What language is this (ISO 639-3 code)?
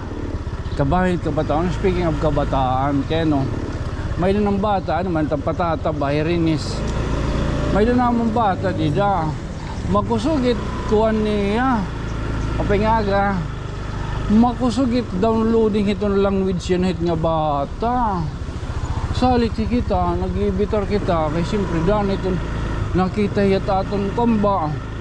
war